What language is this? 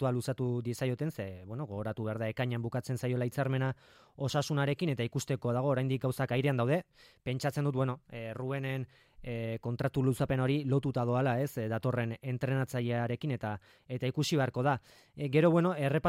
Basque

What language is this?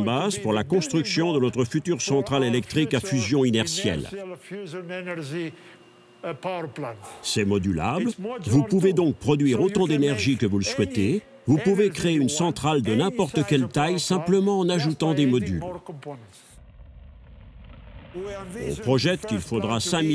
French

